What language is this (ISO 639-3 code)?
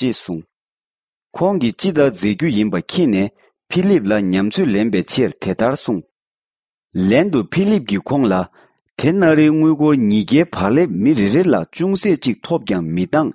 bod